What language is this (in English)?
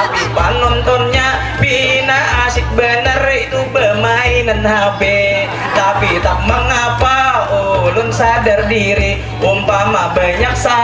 Banjar